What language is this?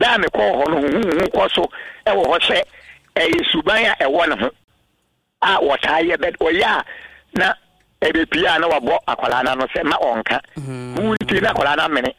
Akan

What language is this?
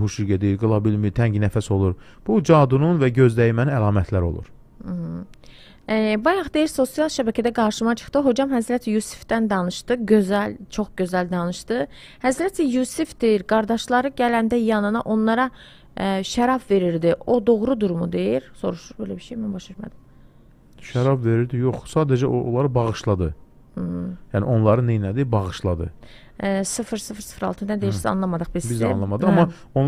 Azerbaijani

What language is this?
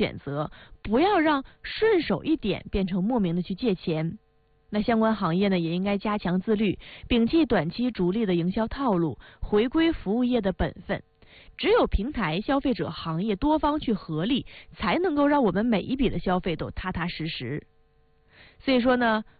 Chinese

